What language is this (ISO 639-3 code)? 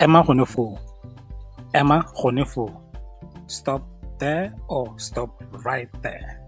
tsn